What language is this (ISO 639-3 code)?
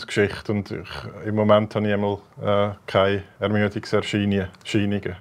gsw